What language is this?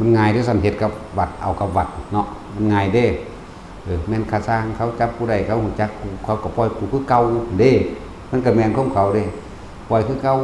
Northeastern Thai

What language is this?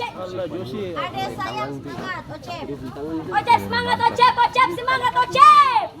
Ambonese Malay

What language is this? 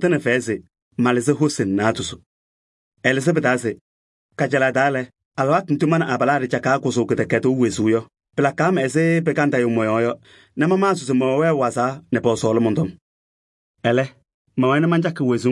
Kabiyè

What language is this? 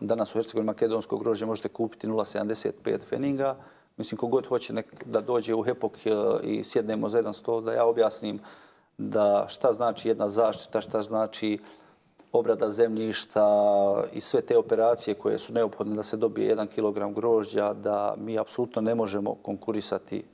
Bosnian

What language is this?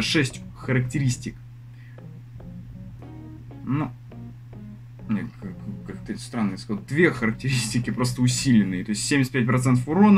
Russian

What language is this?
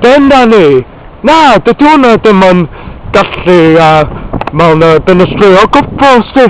Welsh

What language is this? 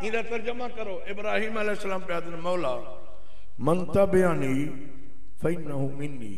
Saraiki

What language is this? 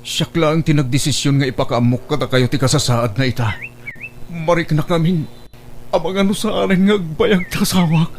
Iloko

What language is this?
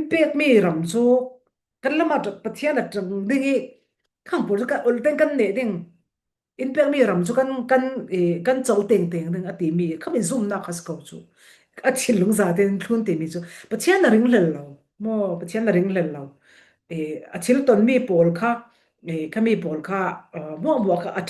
Falam Chin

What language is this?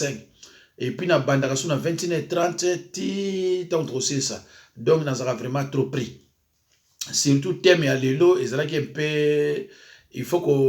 Lingala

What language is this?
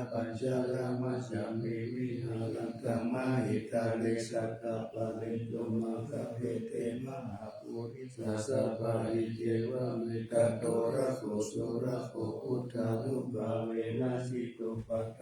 Pali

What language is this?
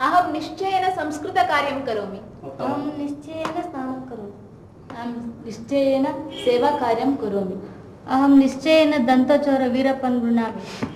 Sanskrit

